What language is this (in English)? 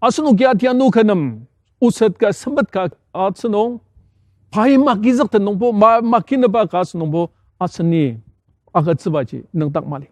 Ao Naga